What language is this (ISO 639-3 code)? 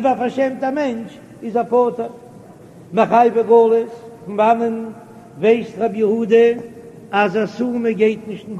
yid